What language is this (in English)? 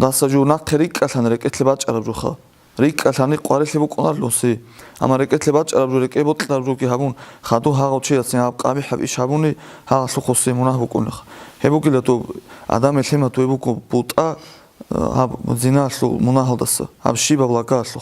Avaric